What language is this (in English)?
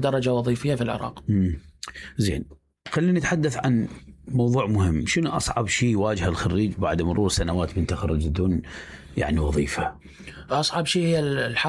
Mesopotamian Arabic